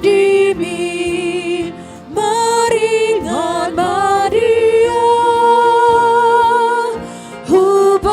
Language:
Batak Toba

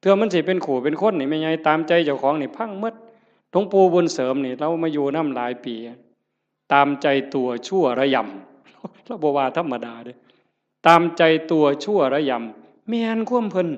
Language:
Northeastern Thai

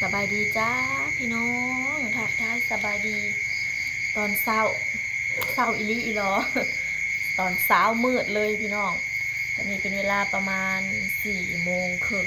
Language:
Lao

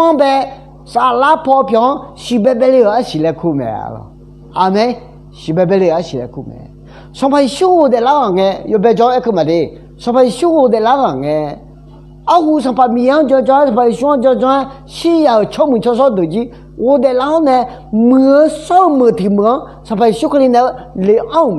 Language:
Akha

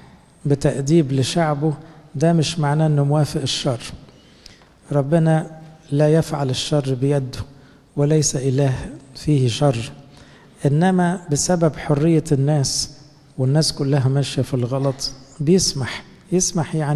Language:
Egyptian Arabic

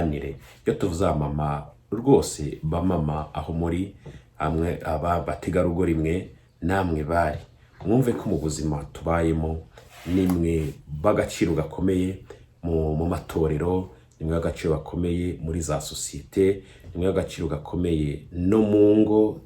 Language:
Kinyarwanda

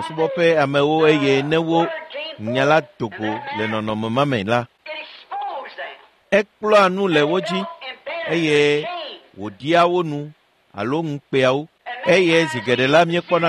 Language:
Ewe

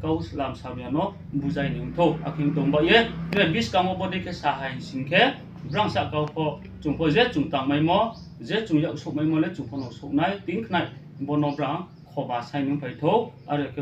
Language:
Riang (India)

